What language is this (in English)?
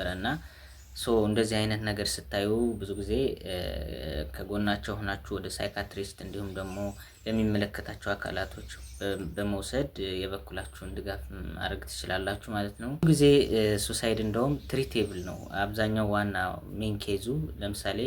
Amharic